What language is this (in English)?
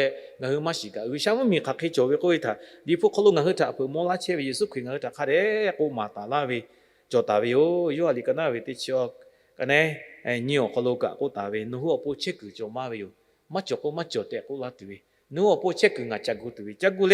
Lahu